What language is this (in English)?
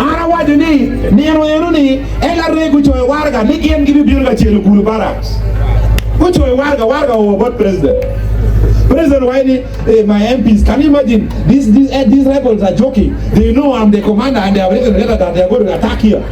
Acoli